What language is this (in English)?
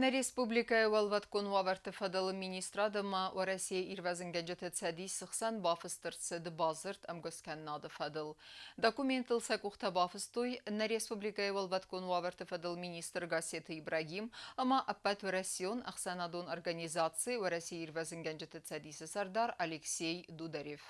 Ossetic